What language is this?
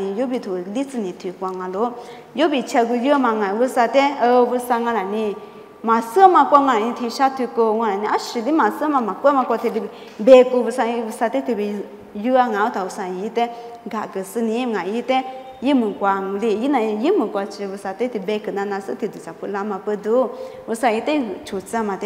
Lisu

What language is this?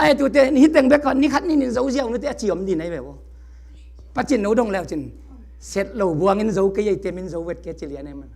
Tedim Chin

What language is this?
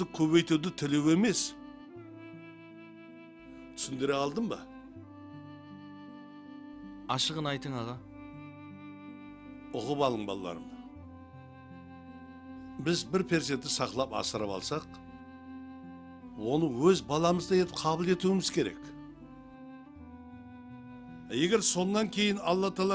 Kara-Kalpak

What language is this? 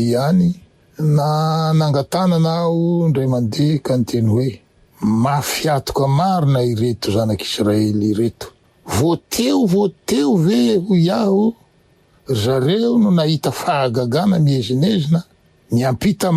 Malagasy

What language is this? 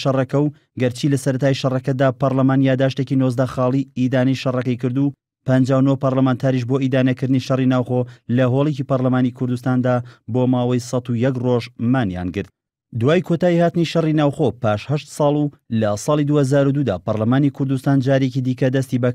Central Kurdish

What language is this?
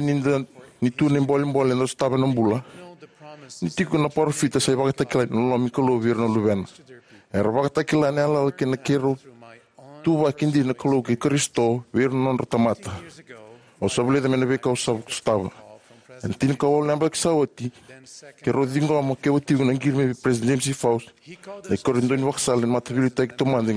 Fijian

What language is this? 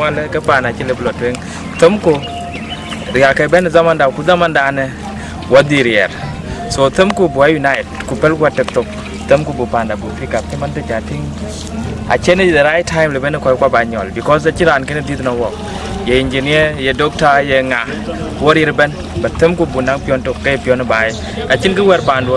Dinka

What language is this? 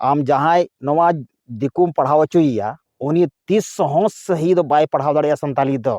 Santali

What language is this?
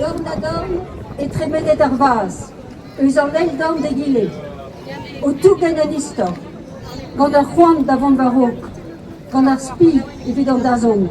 Breton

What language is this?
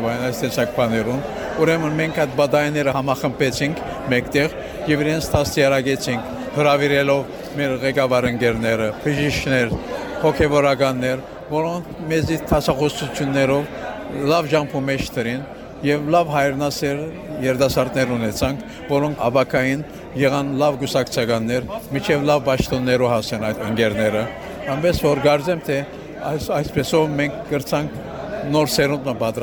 Western Armenian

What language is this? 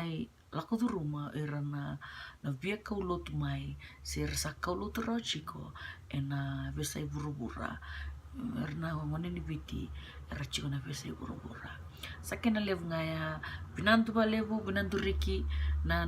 Fijian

